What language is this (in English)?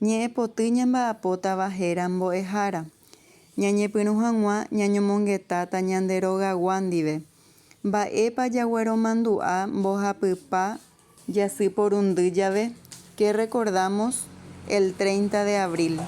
Guarani